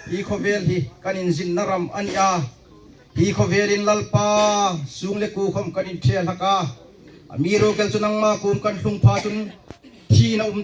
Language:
Hmar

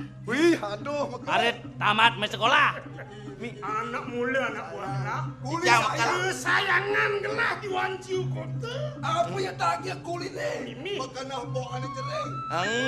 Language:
Balinese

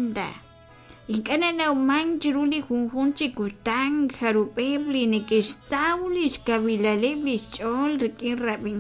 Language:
Kekchí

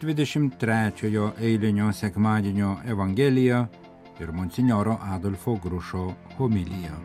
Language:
Lithuanian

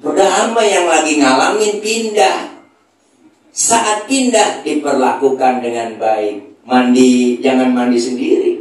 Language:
Betawi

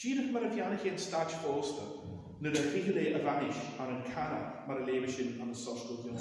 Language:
Scottish Gaelic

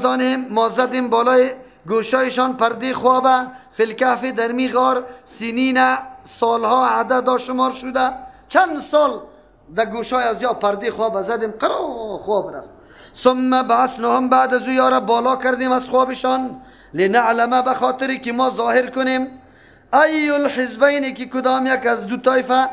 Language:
Persian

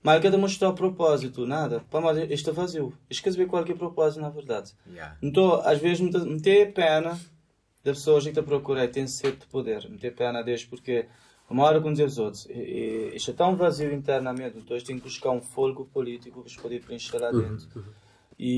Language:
Kabuverdianu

